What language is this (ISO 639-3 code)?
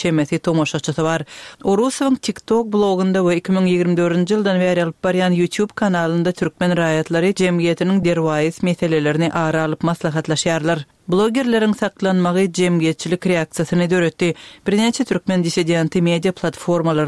tuk